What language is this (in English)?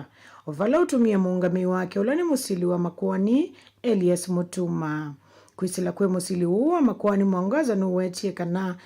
Kamba